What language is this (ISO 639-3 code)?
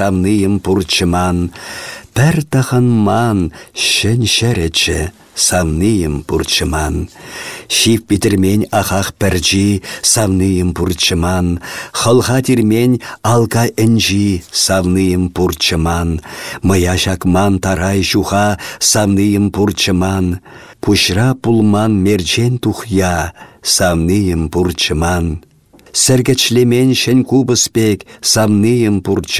chv